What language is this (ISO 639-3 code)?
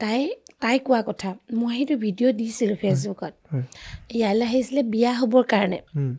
asm